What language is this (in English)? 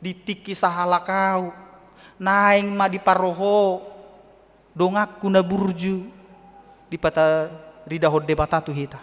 Batak Toba